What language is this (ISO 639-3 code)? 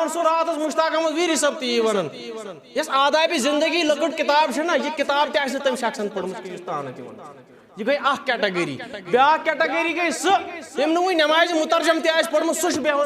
kas